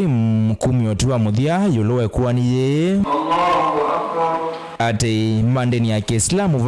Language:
Kamba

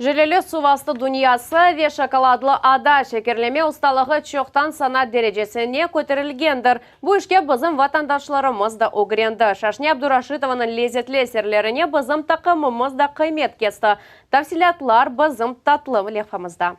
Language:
Crimean Tatar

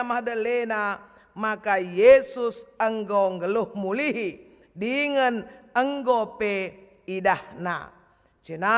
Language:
Batak Karo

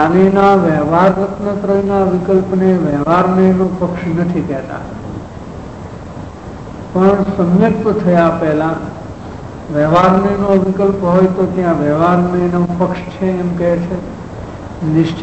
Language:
Gujarati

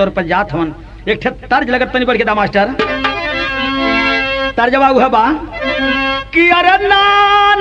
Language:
Bhojpuri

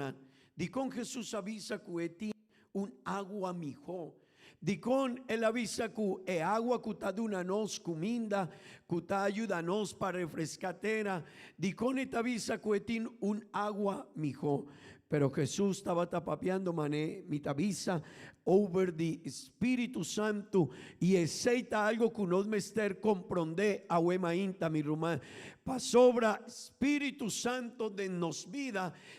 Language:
Papiamento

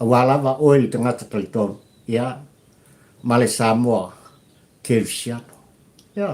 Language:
Samoan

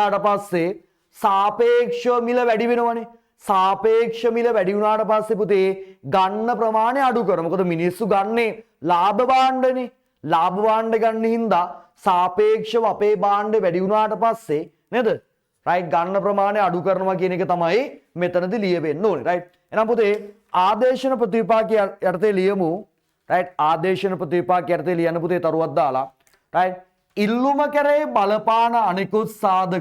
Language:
Sinhala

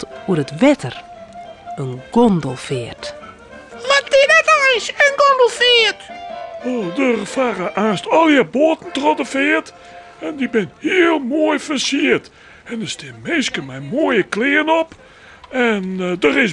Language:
Western Frisian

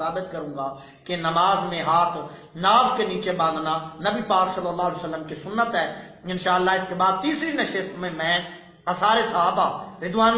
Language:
Urdu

